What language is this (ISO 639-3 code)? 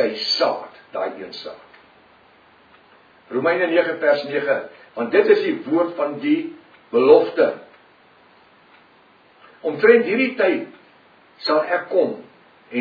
afr